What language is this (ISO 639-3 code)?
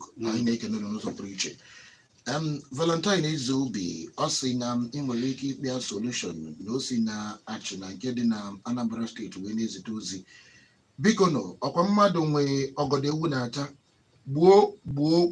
ibo